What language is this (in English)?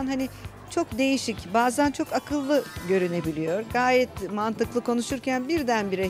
Turkish